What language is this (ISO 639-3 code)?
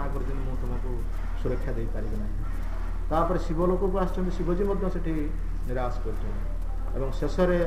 ori